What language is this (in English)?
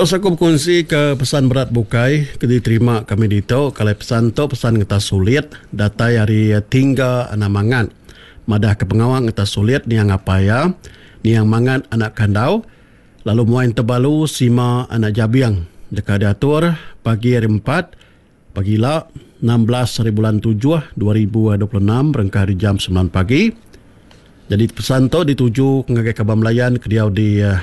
Iban